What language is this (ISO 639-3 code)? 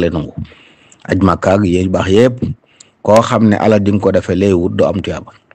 wol